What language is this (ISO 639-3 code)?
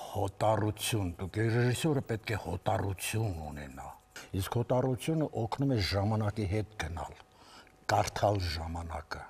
hye